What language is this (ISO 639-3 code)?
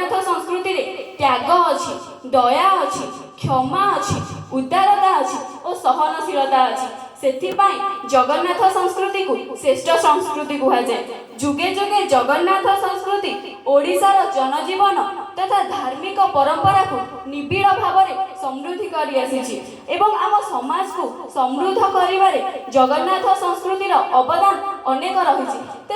ori